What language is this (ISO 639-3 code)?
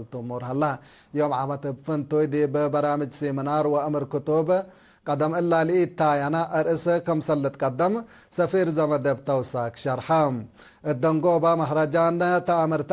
tig